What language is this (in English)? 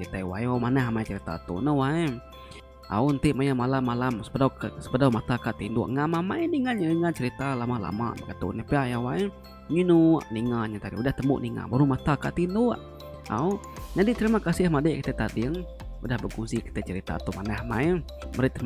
Iban